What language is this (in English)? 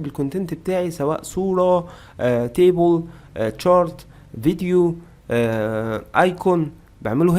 Egyptian Arabic